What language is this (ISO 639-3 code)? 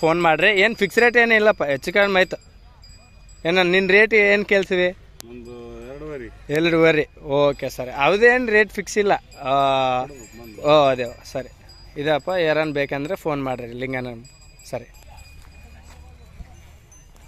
kan